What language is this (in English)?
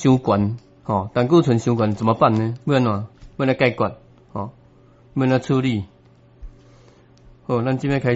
Min Nan Chinese